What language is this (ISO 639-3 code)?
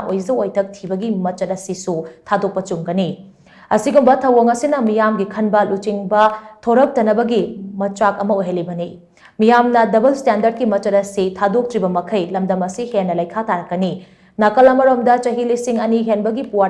mni